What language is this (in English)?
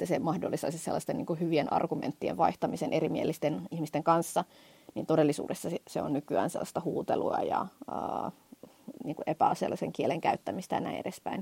Finnish